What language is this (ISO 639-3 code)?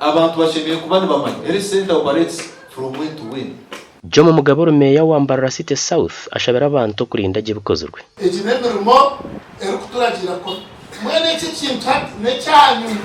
nyn